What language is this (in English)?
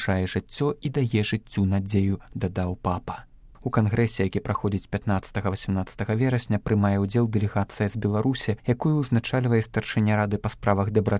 Belarusian